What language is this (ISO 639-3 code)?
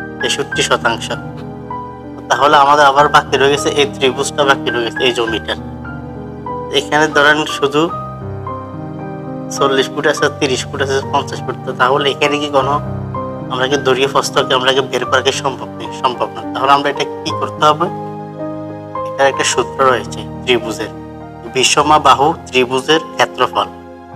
ben